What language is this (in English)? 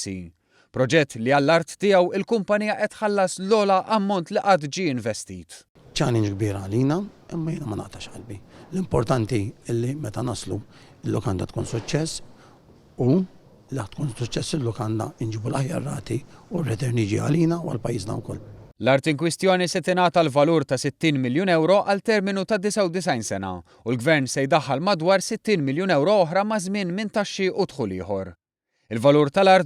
Maltese